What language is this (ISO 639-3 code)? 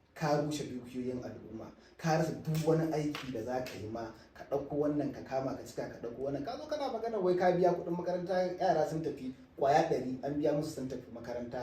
hau